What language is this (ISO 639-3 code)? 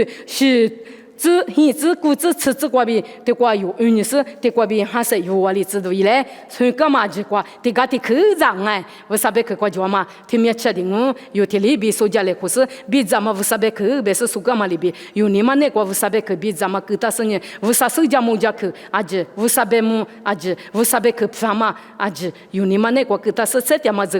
lis